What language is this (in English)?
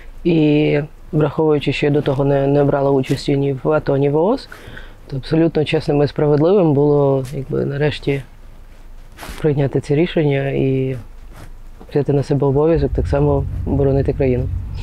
Ukrainian